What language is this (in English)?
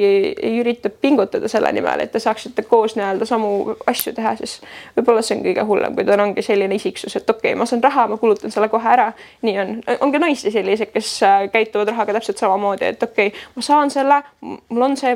Estonian